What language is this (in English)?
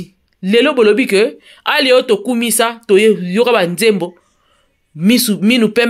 Lingala